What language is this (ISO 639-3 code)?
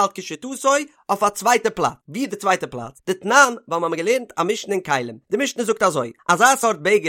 yid